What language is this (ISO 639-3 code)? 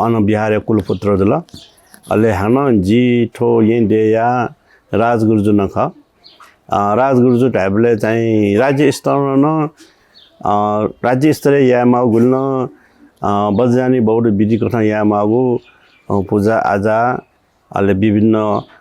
new